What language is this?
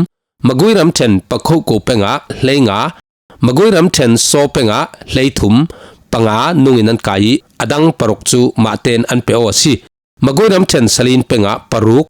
Falam Chin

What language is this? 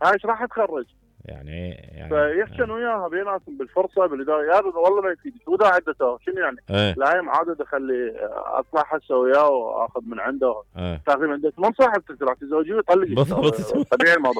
Mesopotamian Arabic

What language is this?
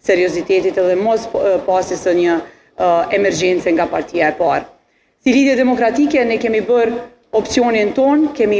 Albanian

